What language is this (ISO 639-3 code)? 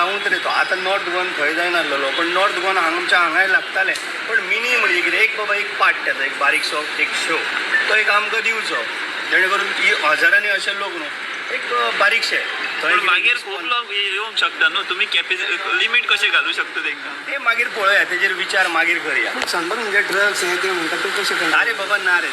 kok